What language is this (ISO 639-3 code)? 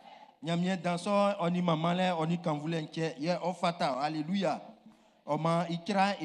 bci